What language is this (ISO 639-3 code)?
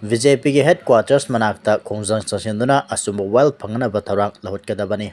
mni